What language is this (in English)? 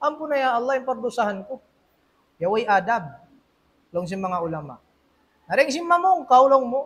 Tausug